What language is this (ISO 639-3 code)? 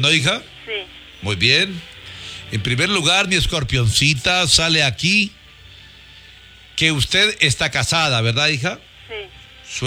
spa